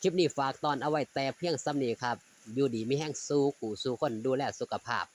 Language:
Northeastern Thai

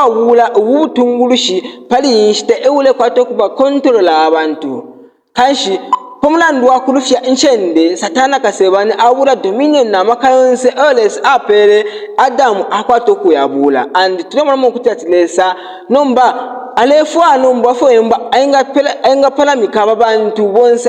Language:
Bemba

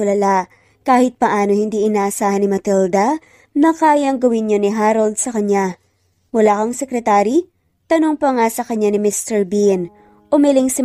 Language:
Filipino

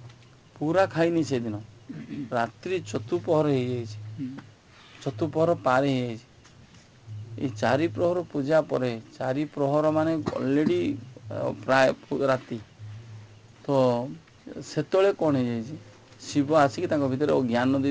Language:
Odia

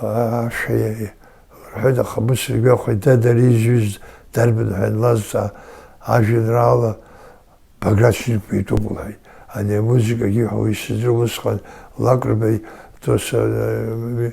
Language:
Abkhazian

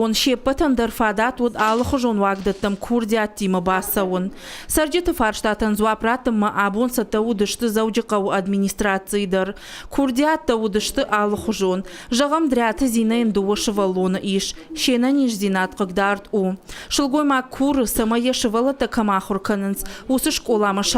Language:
Ossetic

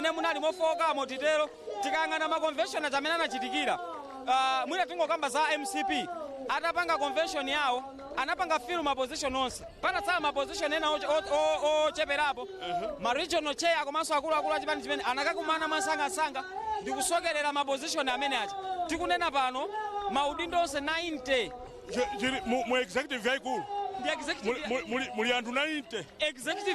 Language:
Nyanja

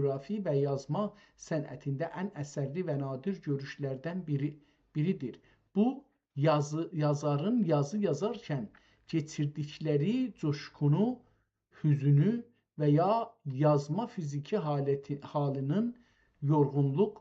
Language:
South Azerbaijani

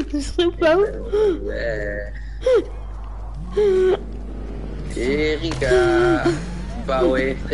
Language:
Dutch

